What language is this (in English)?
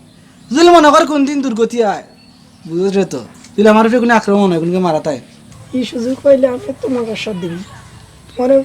Sylheti